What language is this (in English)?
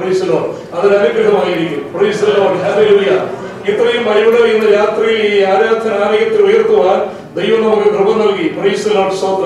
Malayalam